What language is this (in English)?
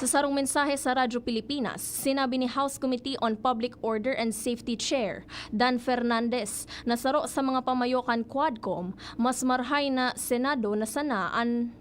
Bikol